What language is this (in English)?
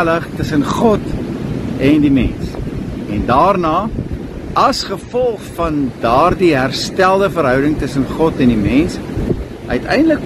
Afrikaans